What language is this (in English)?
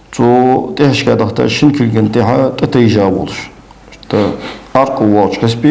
Ingush